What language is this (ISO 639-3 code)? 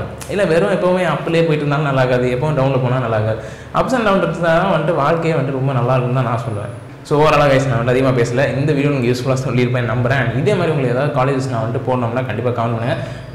tam